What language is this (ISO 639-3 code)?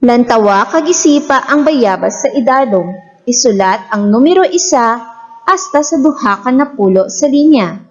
hil